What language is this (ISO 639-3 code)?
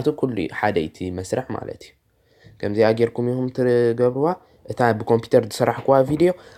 tir